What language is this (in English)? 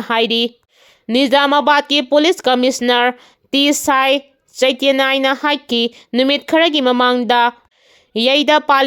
Manipuri